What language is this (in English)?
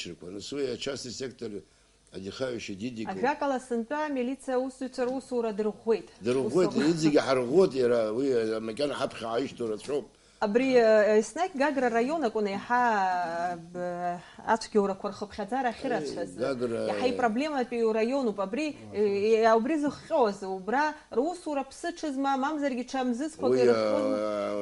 Abkhazian